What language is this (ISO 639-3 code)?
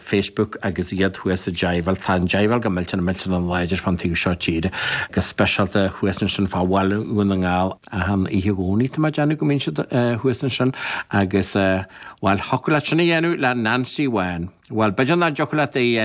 gle